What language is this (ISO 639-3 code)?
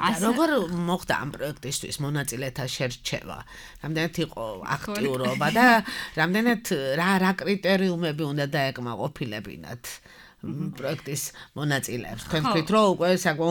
kat